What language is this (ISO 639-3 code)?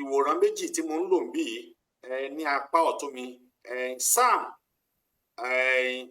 yor